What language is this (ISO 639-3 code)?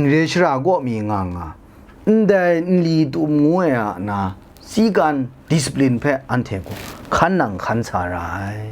kac